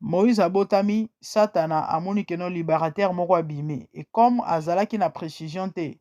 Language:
Lingala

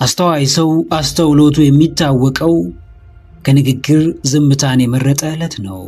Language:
Amharic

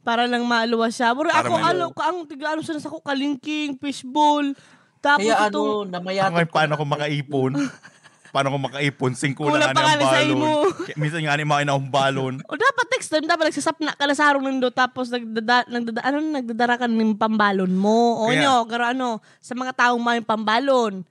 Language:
Bikol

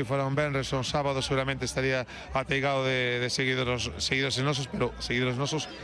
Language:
Galician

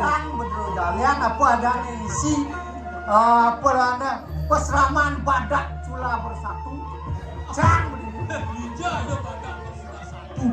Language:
Balinese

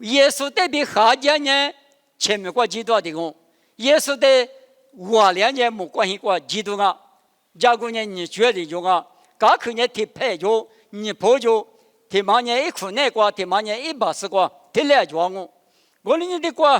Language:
Lisu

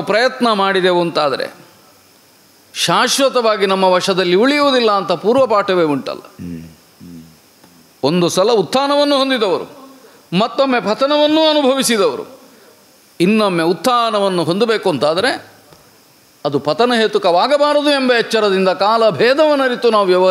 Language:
Kannada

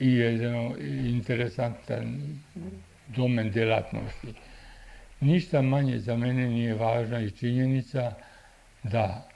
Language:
Serbian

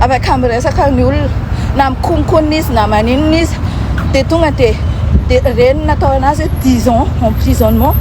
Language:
Malagasy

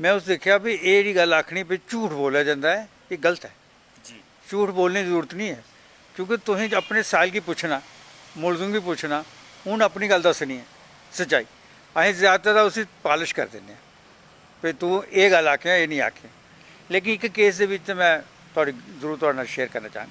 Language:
Dogri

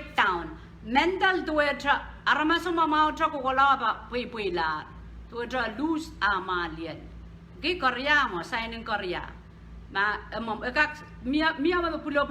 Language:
Pohnpeian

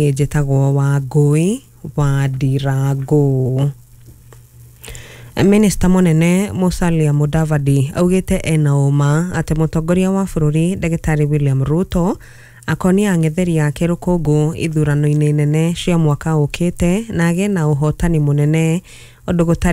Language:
Kikuyu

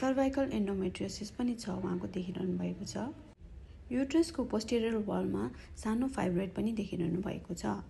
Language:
Nepali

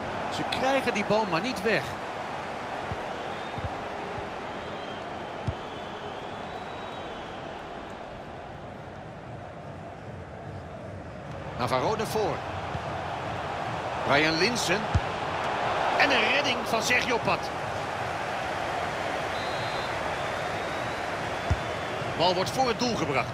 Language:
Dutch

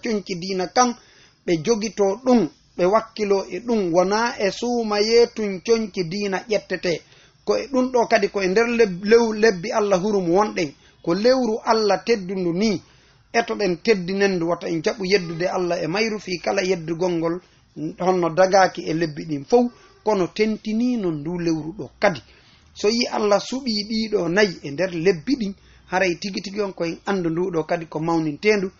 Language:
Fula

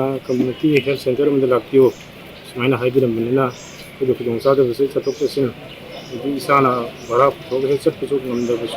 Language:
Manipuri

